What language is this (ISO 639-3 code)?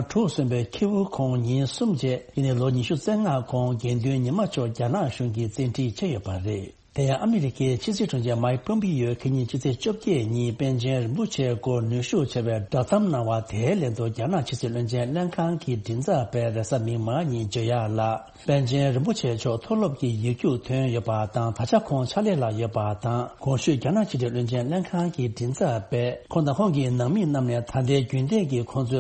bod